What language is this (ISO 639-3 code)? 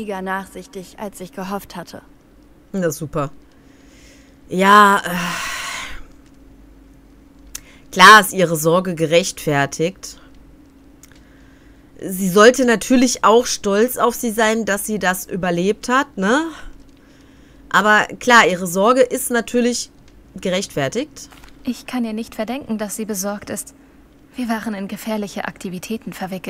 deu